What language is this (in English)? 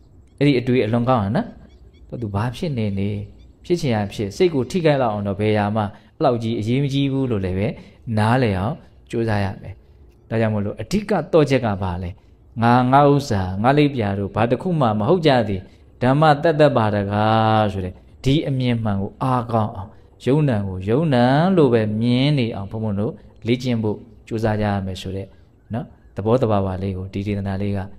Burmese